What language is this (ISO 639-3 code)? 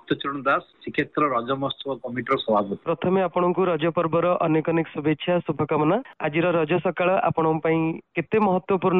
ori